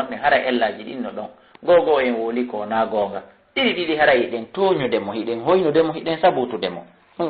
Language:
Fula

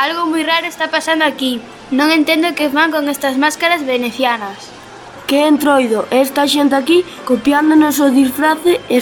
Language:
Galician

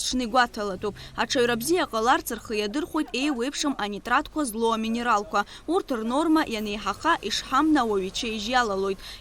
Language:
Abkhazian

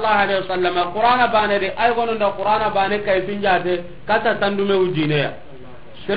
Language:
Soninke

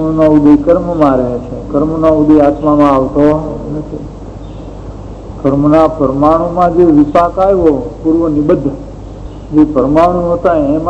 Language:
Gujarati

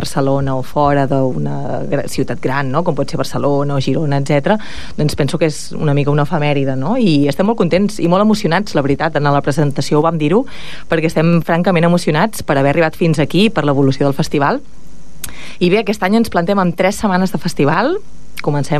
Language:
Catalan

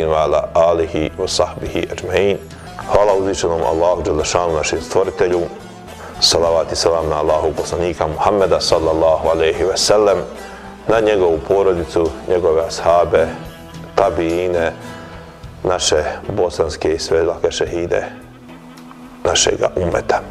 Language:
Bosnian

